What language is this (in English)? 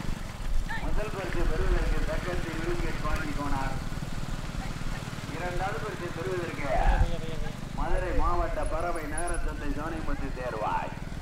Tamil